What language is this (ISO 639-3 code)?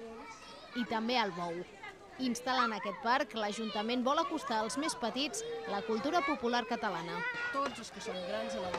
cat